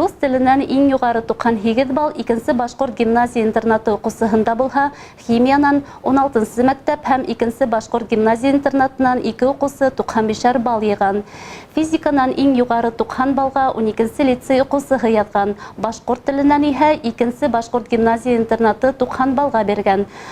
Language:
Bashkir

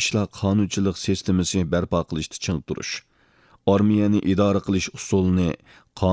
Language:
Uyghur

